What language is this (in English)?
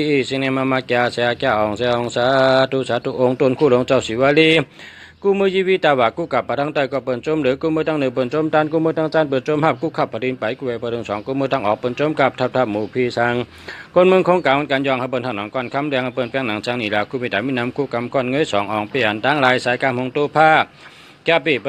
Shan